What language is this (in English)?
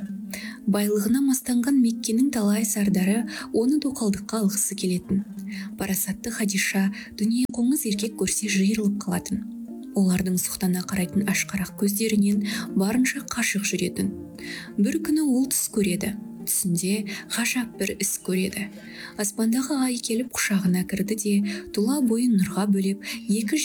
Kazakh